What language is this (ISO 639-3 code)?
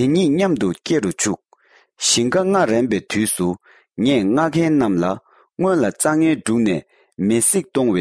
bod